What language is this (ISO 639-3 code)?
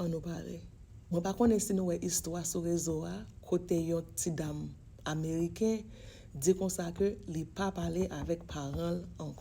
hat